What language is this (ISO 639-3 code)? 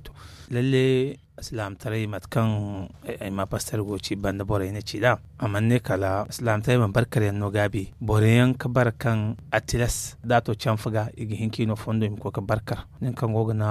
dje